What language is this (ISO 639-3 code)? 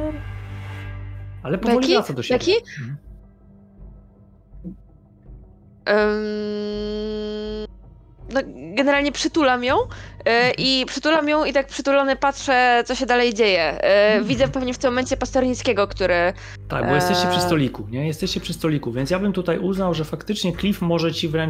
pol